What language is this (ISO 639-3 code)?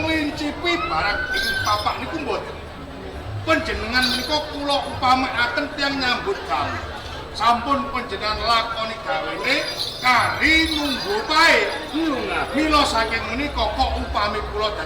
jav